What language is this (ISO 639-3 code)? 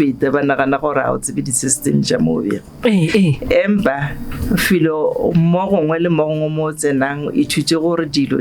nso